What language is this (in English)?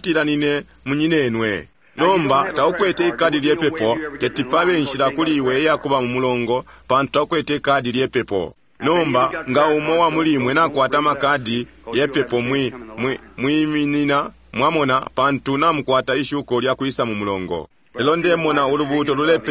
Bemba